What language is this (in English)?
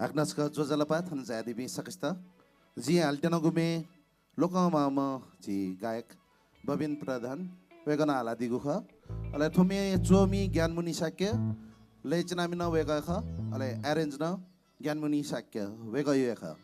Newari